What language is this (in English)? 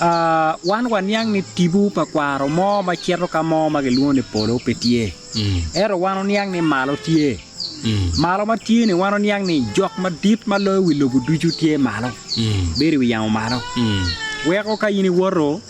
Acoli